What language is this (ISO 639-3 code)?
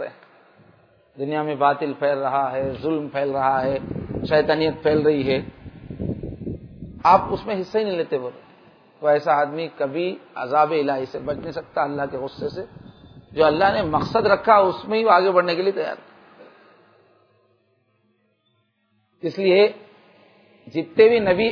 urd